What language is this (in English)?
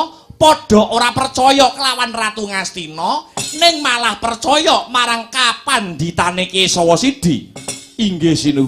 Javanese